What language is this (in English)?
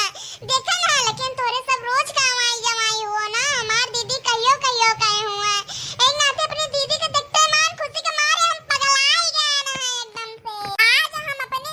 Awadhi